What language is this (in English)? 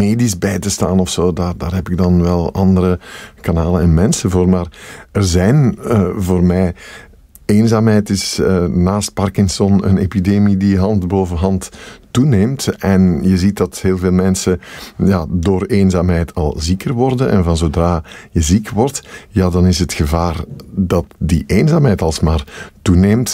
Dutch